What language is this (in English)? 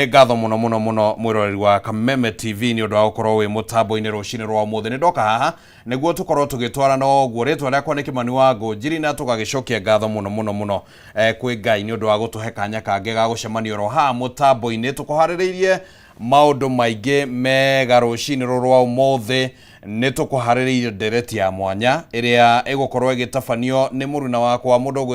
Kikuyu